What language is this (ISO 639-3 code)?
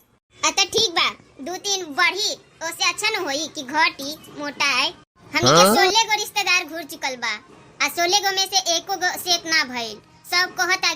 bho